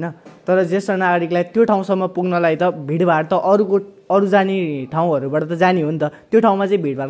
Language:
Nepali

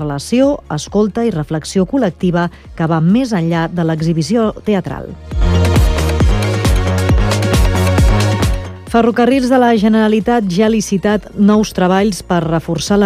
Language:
Catalan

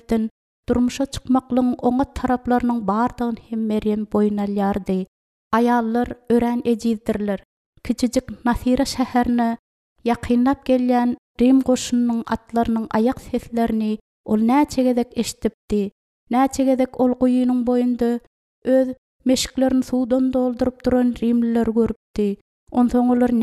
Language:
Turkmen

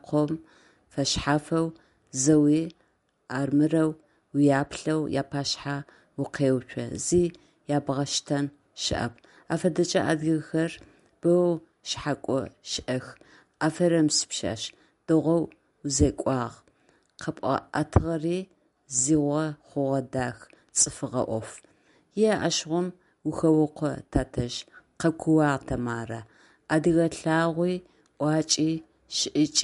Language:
Adyghe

